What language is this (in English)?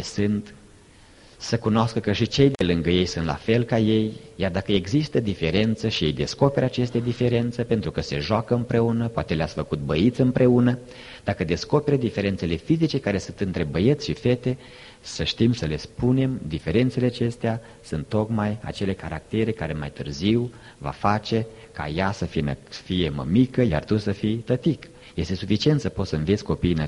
Romanian